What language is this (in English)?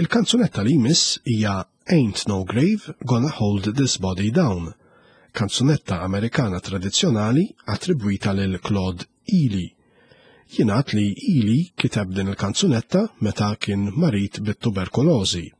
Maltese